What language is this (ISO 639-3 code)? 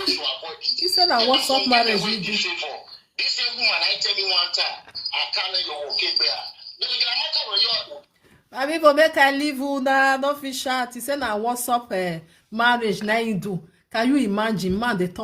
pcm